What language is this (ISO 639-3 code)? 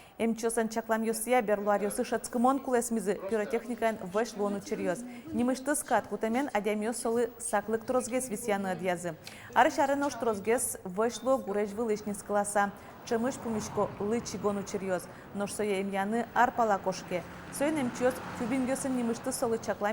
udm